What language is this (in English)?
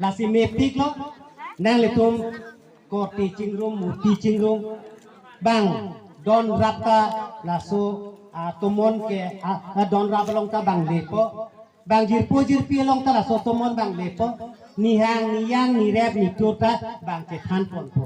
Karbi